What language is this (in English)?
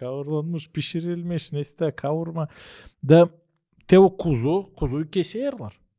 Gagauz